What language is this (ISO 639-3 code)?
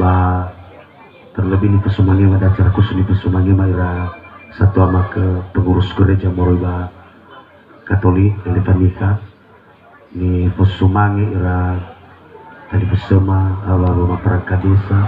nia